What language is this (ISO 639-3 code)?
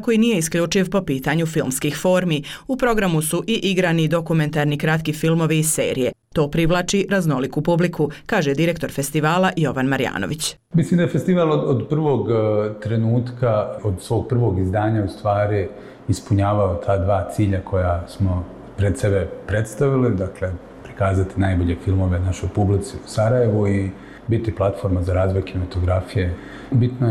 bos